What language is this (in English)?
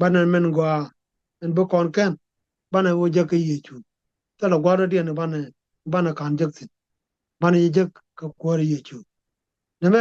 Nuer